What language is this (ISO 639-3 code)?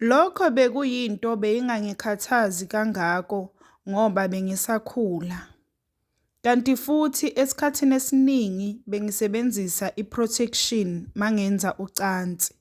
zul